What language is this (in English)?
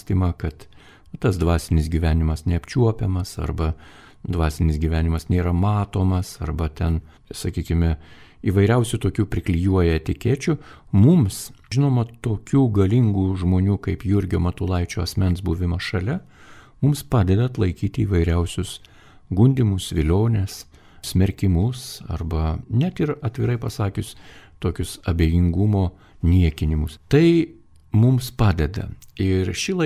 Lithuanian